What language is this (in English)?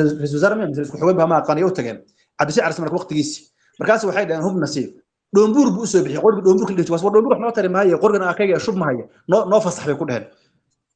Somali